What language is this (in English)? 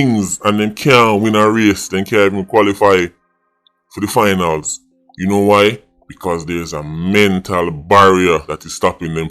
Jamaican Creole English